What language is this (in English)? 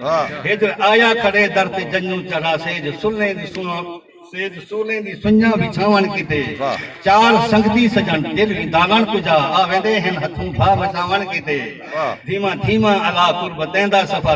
Saraiki